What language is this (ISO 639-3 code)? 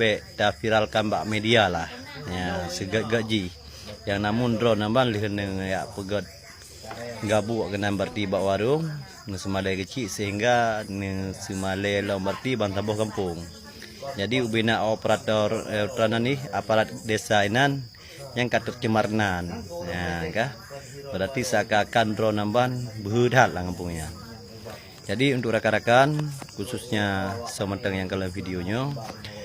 ace